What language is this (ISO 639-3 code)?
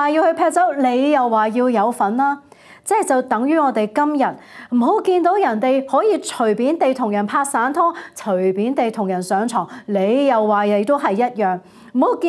yue